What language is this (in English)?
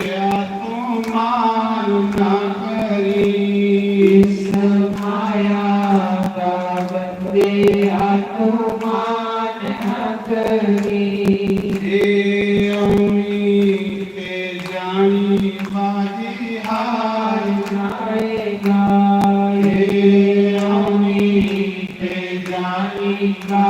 Dogri